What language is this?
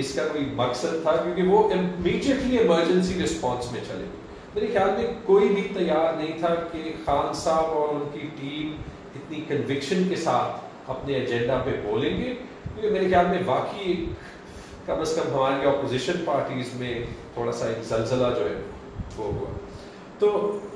Urdu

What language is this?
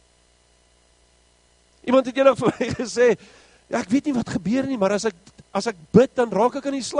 Afrikaans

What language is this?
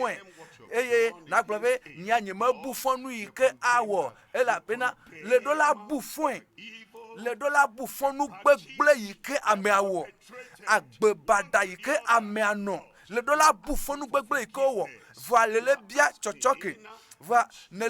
Ewe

